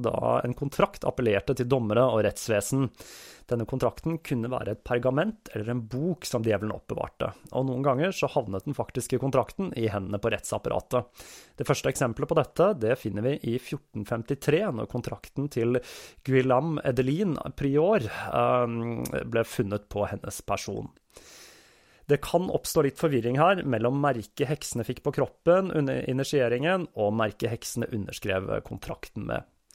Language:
Norwegian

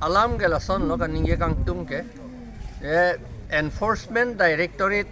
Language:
Karbi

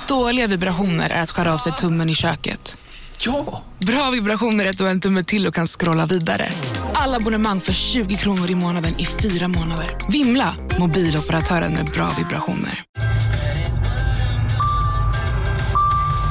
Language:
Swedish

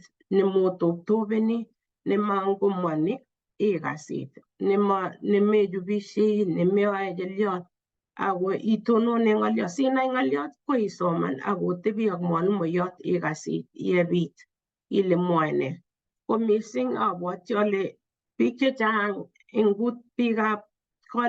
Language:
Kalenjin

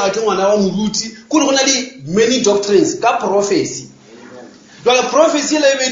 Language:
Northern Sotho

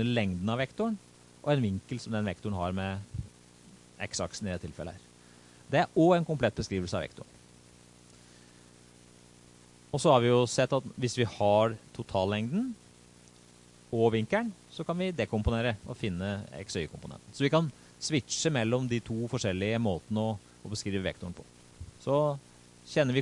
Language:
Norwegian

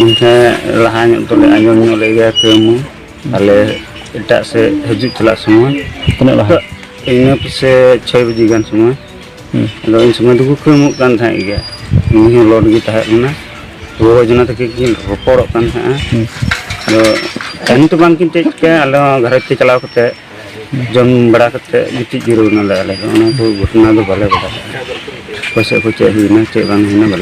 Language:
Santali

